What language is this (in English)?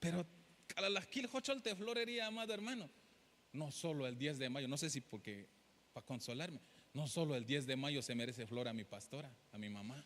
Tzeltal